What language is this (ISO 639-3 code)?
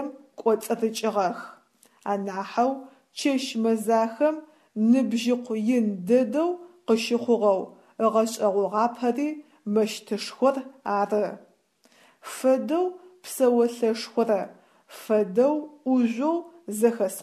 ady